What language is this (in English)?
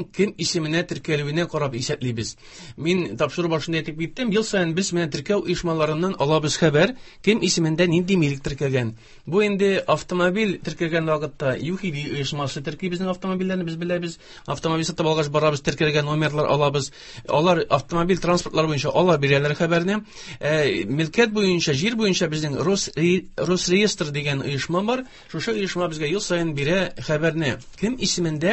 Tatar